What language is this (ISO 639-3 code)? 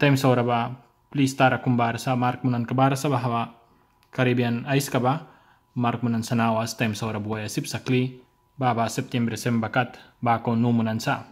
miq